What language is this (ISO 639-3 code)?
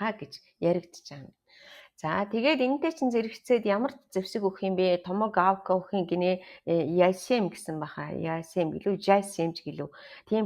mon